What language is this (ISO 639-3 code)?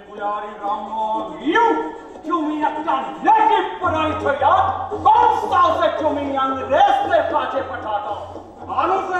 ben